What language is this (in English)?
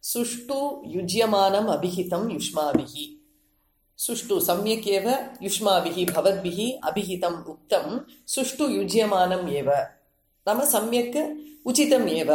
Sanskrit